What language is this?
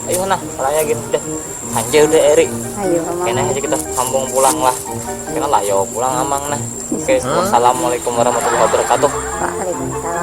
Banjar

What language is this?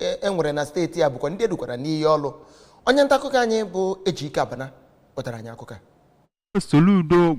Igbo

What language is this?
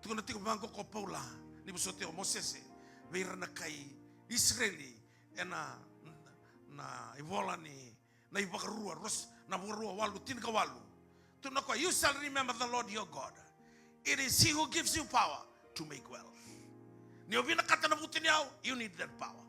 Fijian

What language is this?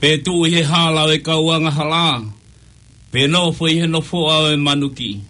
Tongan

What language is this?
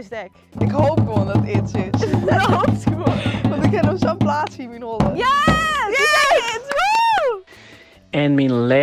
Western Frisian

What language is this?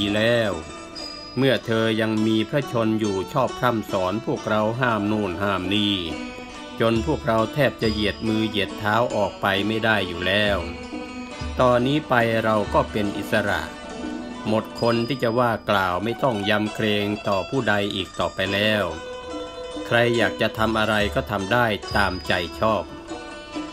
Thai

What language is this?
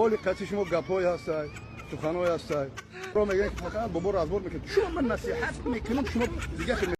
Tajik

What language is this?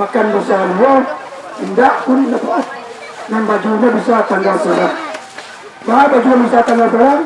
Minangkabau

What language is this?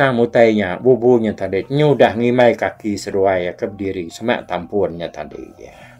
Iban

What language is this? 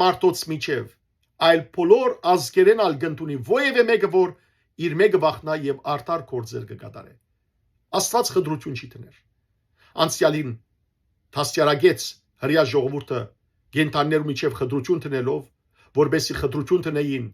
Western Armenian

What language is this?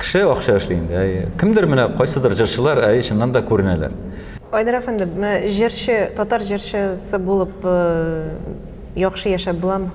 Tatar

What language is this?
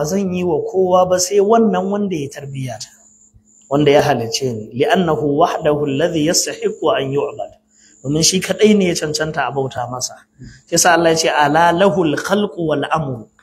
Hausa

